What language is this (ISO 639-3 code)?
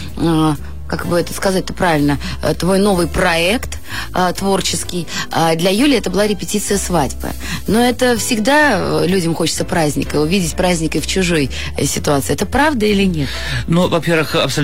rus